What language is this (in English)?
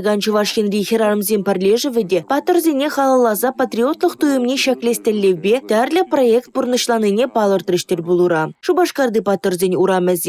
Chuvash